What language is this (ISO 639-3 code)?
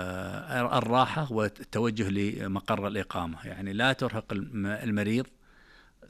ars